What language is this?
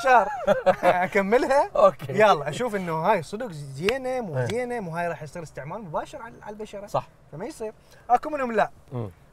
Mesopotamian Arabic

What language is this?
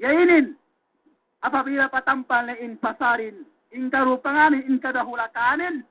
Yakan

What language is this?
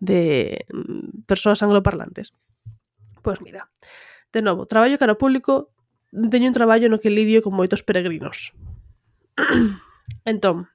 Galician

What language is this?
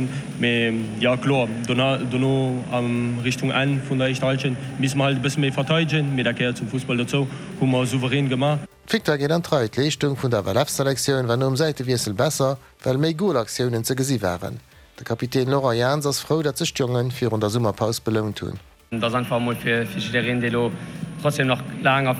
Luxembourgish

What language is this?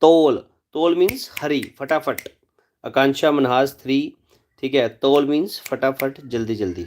Dogri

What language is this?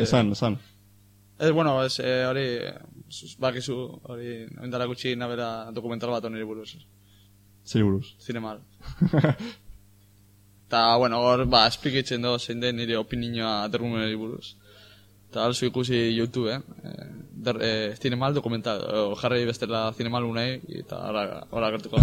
Basque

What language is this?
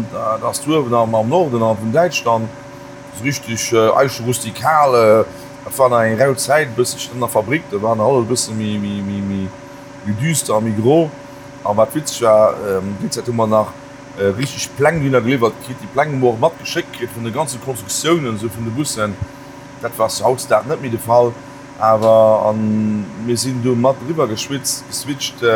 Luxembourgish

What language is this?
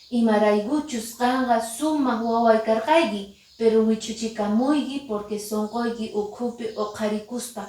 Quechua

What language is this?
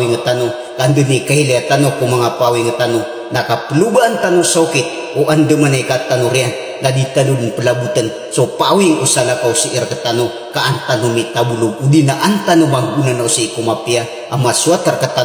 Maranao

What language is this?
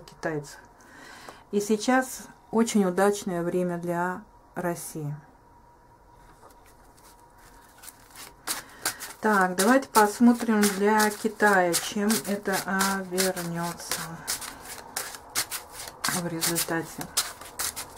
Russian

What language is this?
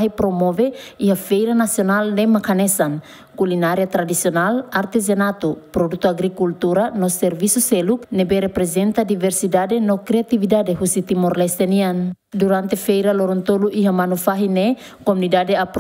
Tetum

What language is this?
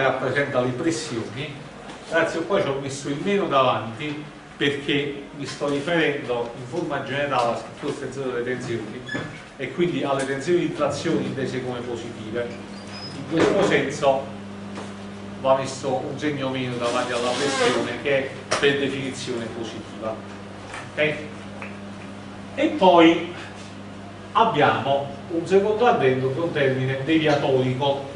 Italian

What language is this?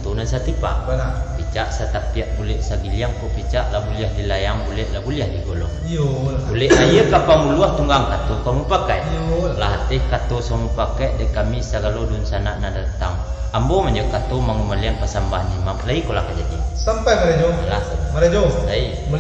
Minangkabau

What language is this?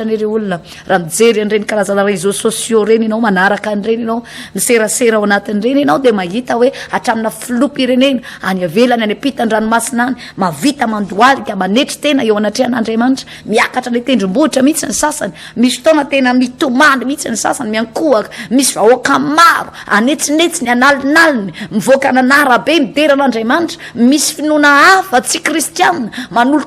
Malagasy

